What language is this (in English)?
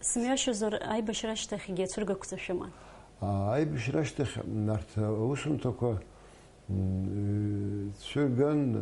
Abkhazian